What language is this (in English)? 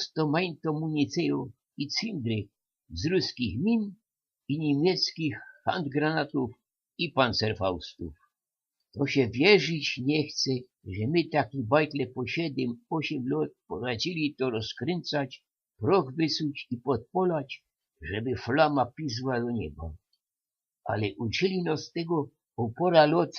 Silesian